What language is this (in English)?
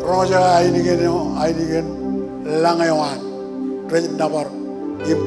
Marshallese